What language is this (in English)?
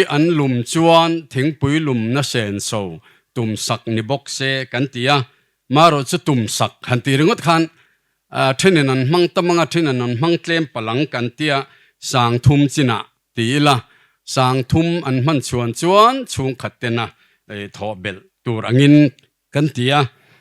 Mizo